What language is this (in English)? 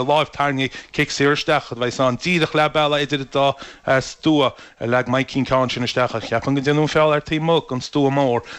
Irish